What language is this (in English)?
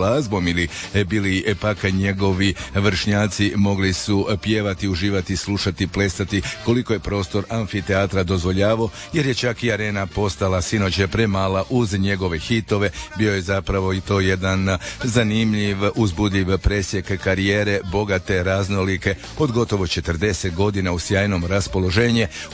Croatian